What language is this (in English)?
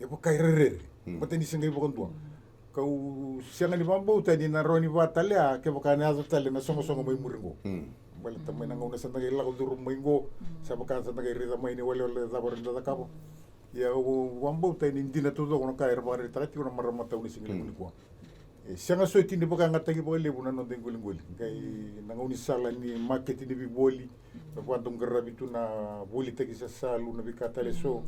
Fijian